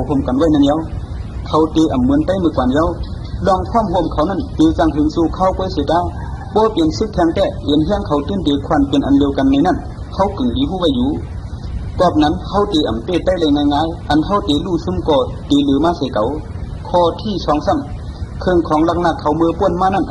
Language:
Shan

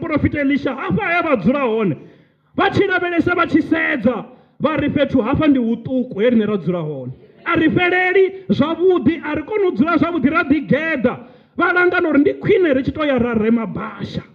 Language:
Venda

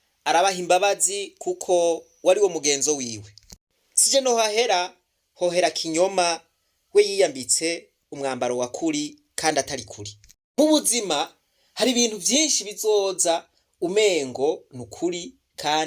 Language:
Rundi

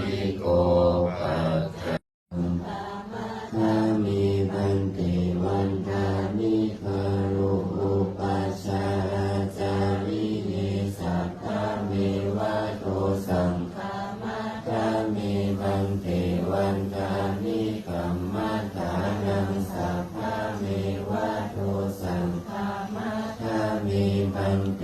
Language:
Pali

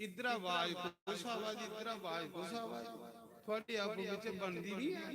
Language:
Dogri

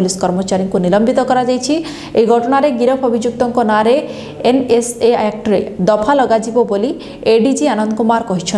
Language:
Odia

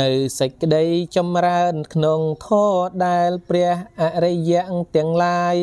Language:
Khmer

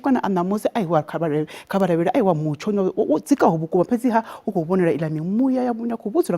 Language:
Venda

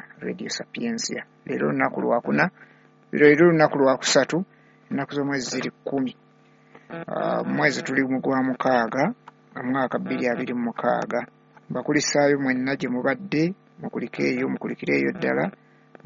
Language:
Ganda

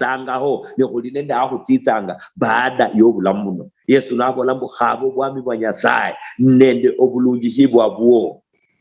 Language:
Luyia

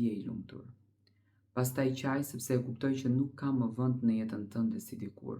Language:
Albanian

